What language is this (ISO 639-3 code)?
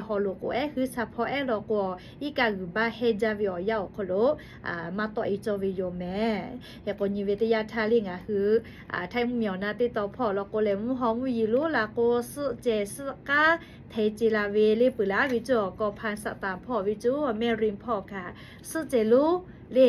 lhu